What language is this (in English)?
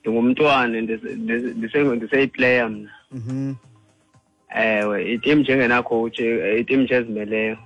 Xhosa